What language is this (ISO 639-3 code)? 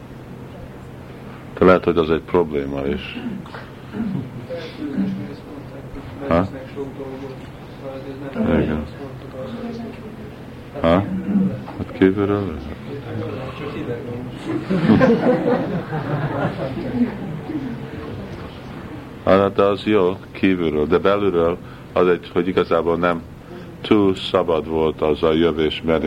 hun